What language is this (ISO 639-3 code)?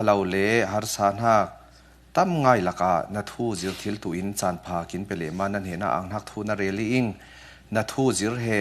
cfm